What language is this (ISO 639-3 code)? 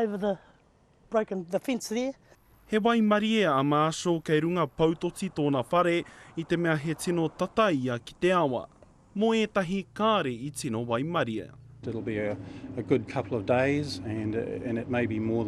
mri